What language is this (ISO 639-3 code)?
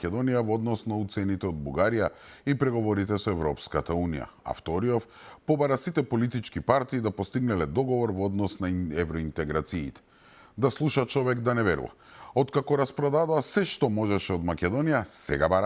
mkd